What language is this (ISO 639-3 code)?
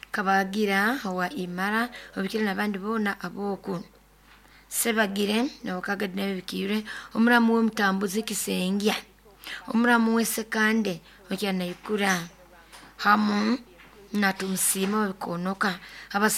nyo